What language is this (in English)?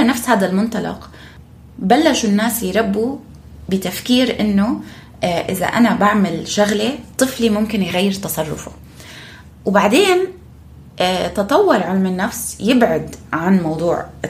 North Levantine Arabic